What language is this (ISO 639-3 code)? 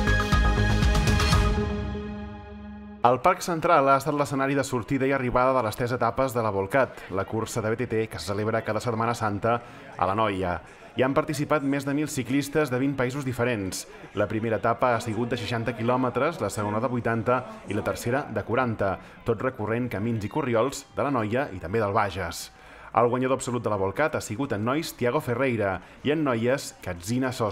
cat